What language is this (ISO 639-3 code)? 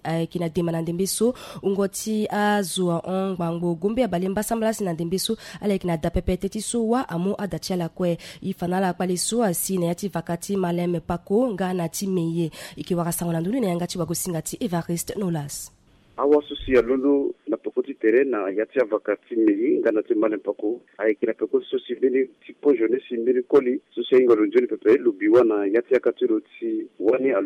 sag